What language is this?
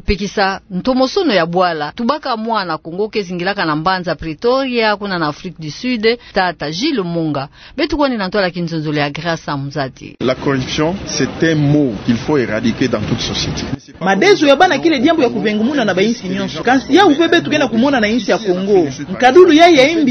Kituba (Democratic Republic of Congo)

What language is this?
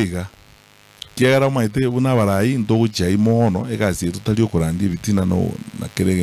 Gusii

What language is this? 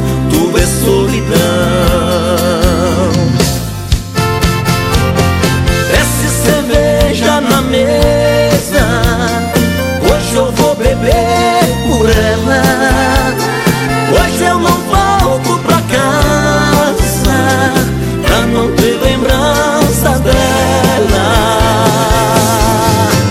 Portuguese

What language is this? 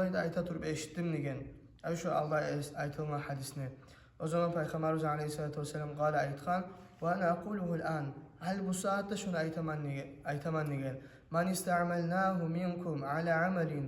Kumyk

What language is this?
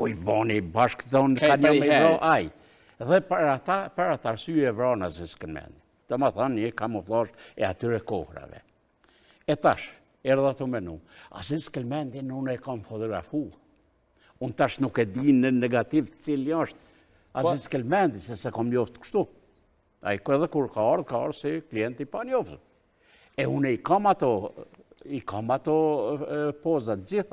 Albanian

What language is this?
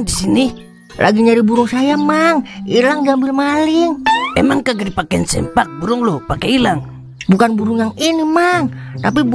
Betawi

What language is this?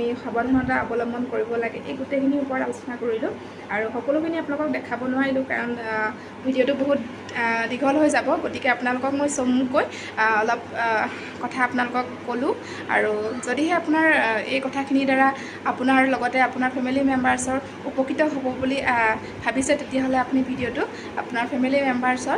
Assamese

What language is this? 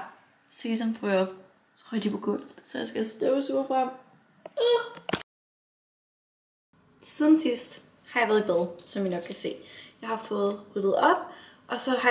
Danish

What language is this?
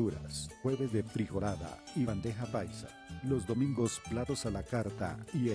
Spanish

